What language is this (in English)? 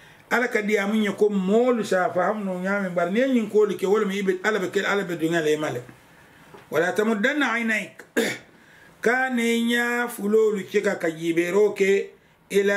Mandingo